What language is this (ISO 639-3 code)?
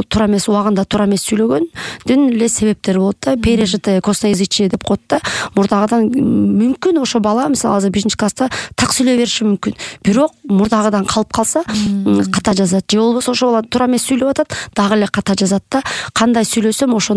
kir